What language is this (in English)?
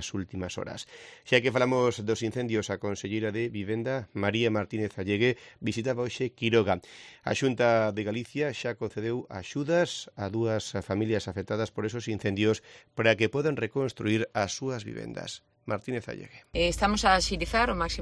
Galician